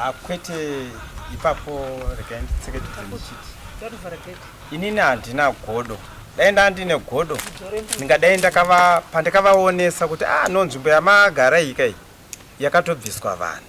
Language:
Shona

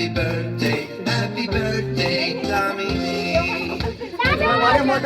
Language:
Chhattisgarhi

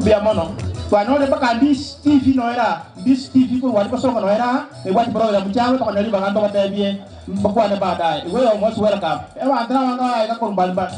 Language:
Gusii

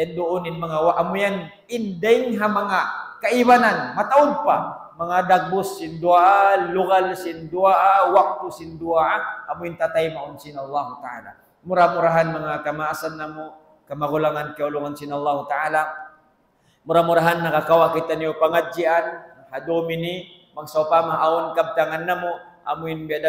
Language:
Tausug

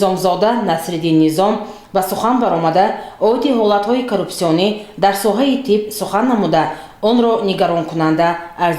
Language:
Tajik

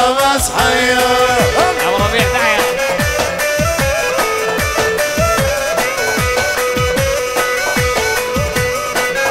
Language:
Arabic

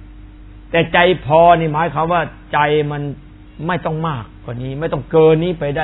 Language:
Thai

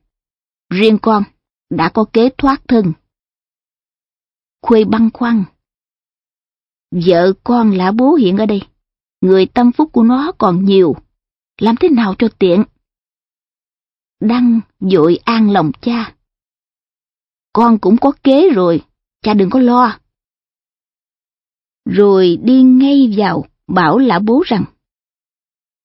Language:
Vietnamese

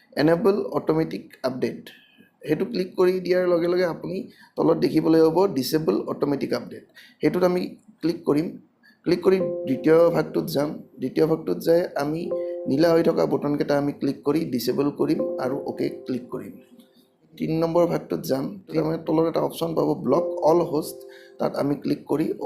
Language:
Assamese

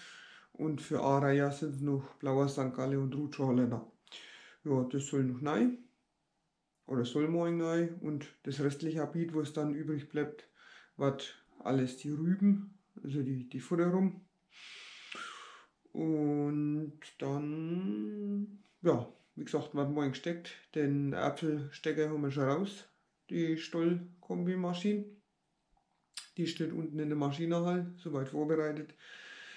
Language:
German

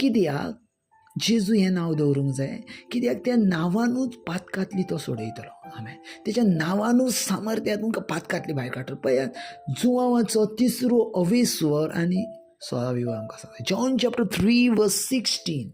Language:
Konkani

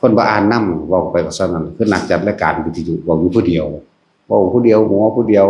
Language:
Northeastern Thai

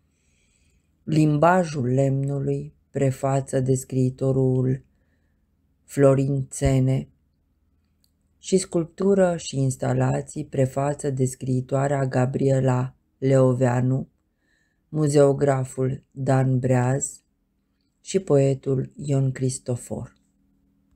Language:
Romanian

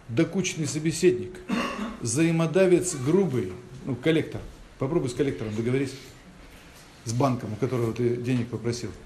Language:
Russian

